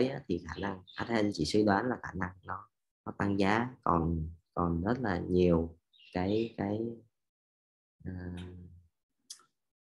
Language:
Vietnamese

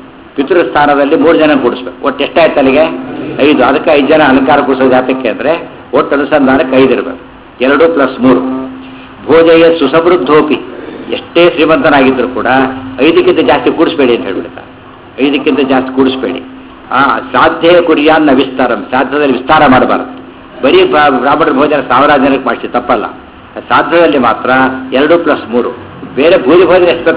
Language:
Kannada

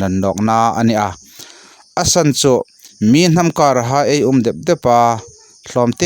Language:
Hmar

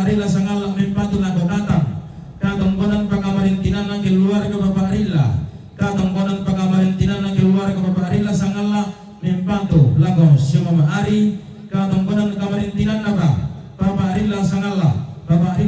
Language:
Toraja-Sa'dan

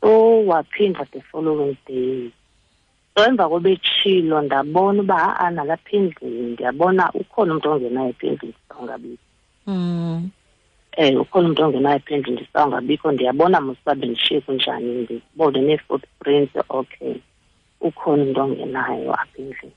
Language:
Xhosa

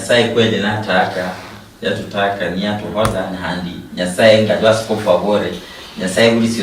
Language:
Luyia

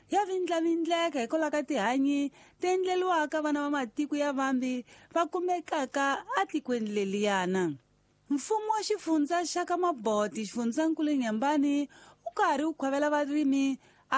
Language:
Tsonga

